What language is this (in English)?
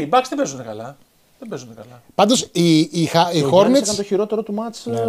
Greek